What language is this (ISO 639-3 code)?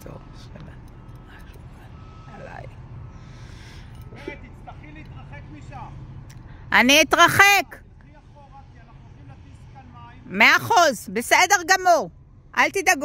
heb